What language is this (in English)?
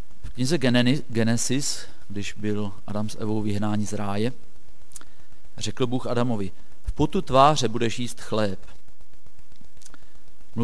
Czech